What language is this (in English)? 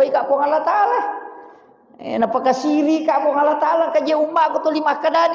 Buginese